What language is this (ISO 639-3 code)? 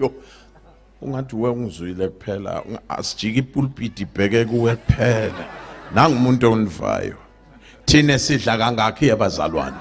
zul